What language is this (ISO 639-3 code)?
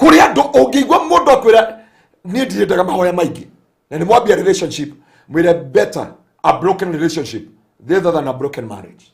kik